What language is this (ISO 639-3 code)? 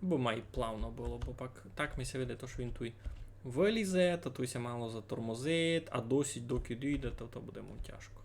rue